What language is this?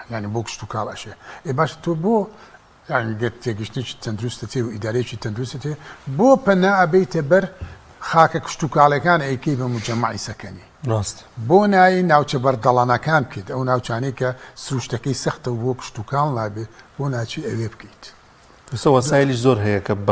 Central Kurdish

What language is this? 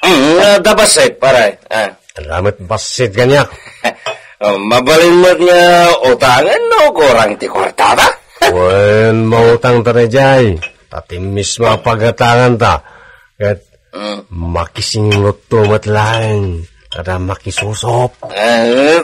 Iloko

